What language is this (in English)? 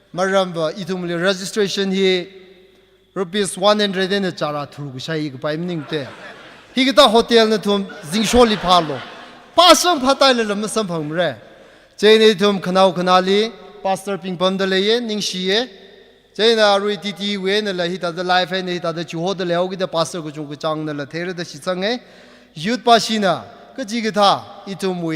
Tangkhul Naga (India)